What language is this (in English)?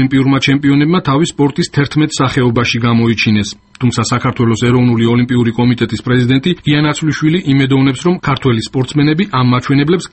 Georgian